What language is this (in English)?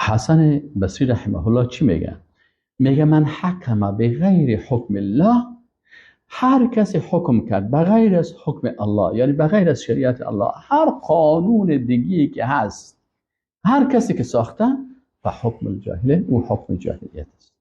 Persian